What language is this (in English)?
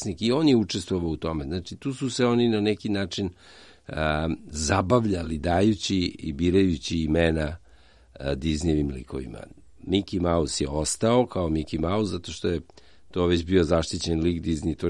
Serbian